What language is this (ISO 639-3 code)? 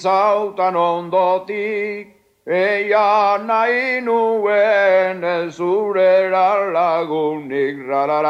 eus